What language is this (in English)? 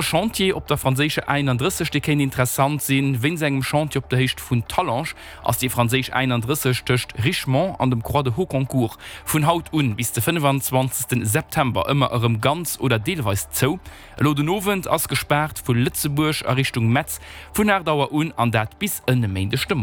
Luxembourgish